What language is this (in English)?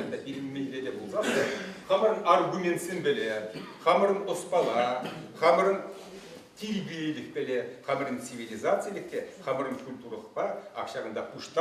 Chuvash